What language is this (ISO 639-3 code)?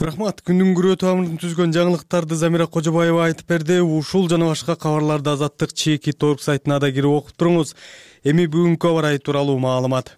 kir